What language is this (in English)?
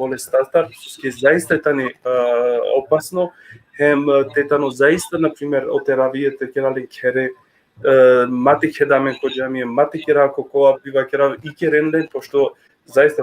Balkan Romani